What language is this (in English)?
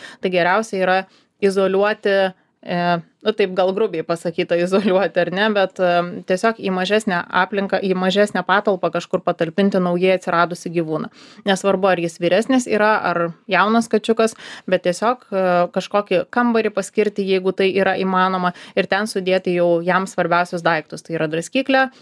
Lithuanian